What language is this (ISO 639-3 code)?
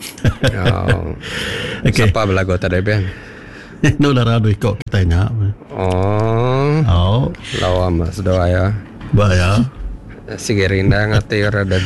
iba